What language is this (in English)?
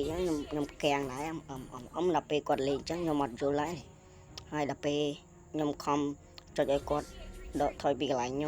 Khmer